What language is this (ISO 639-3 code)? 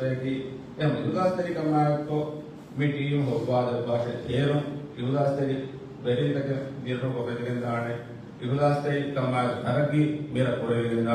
div